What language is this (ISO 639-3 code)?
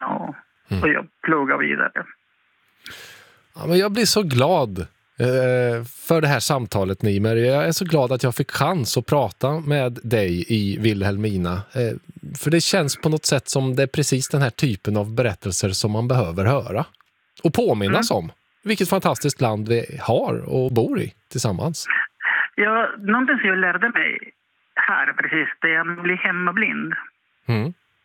swe